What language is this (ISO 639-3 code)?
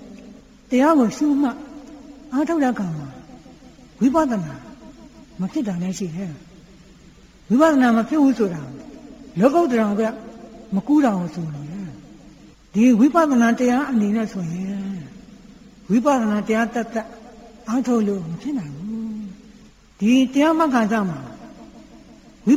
mya